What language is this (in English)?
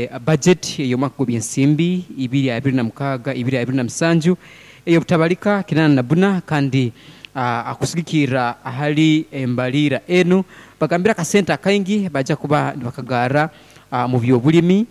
Nyoro